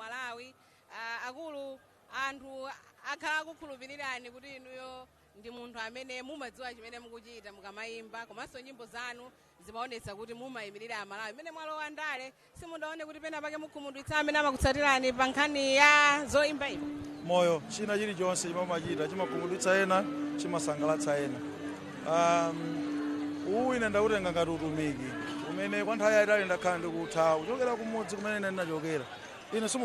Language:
Nyanja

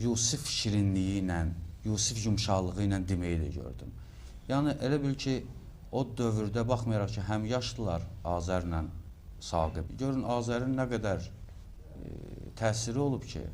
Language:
Azerbaijani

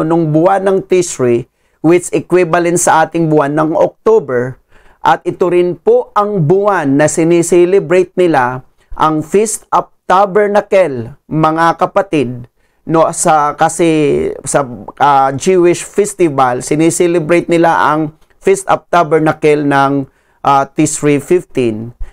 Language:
Filipino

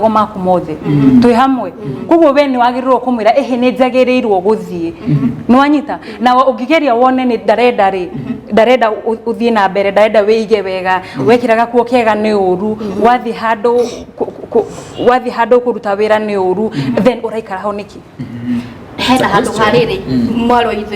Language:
Kikuyu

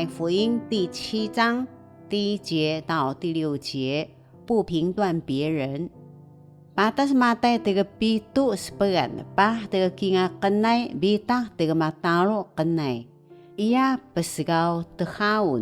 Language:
Taroko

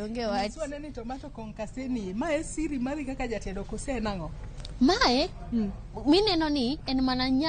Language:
Luo (Kenya and Tanzania)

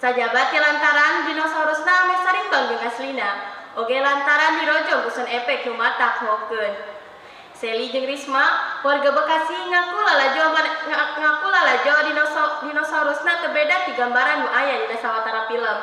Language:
Sundanese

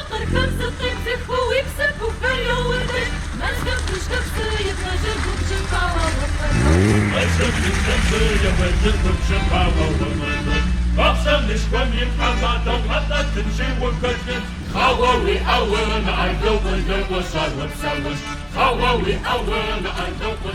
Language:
Kabardian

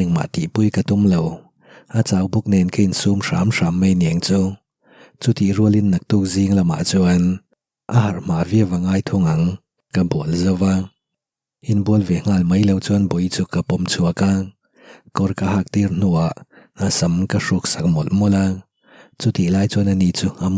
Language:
Mizo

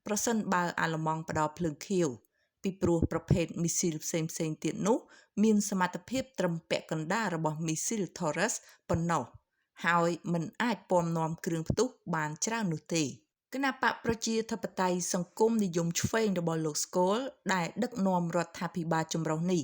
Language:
Khmer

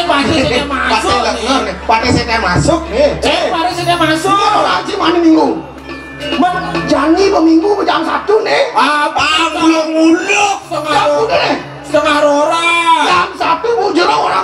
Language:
Balinese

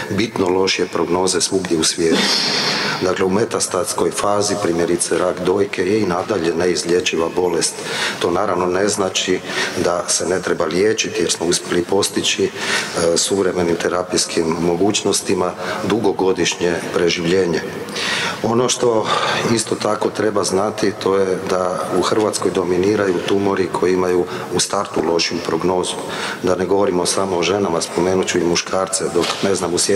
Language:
Croatian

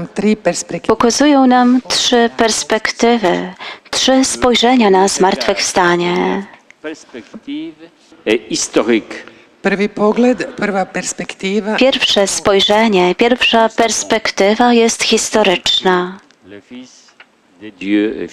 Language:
Polish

